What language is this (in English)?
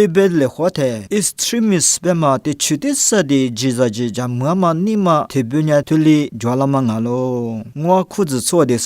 Lisu